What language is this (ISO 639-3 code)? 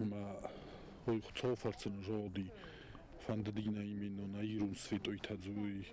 oss